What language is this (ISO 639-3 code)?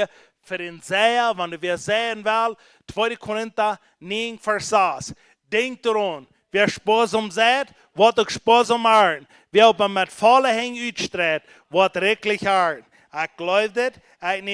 pdt